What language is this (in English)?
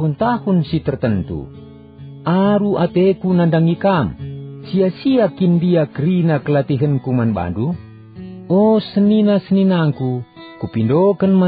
Batak Karo